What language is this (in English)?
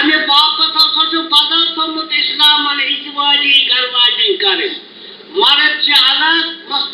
Kashmiri